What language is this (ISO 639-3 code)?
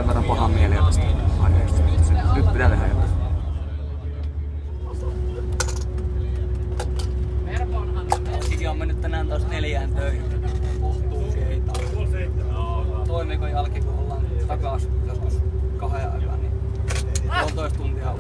fin